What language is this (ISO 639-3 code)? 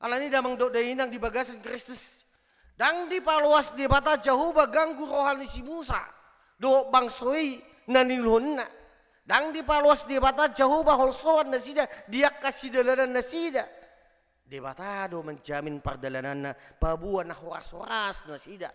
bbc